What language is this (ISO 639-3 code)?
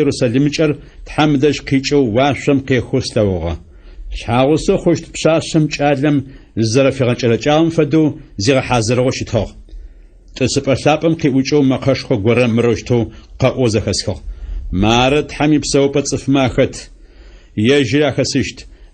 ady